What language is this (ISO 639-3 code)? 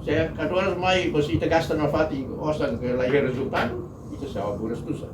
tet